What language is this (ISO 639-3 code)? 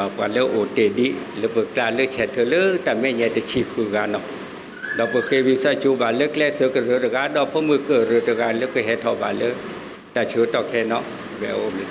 ksw